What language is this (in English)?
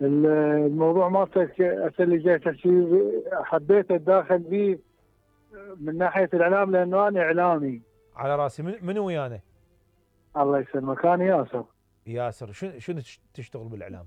Mesopotamian Arabic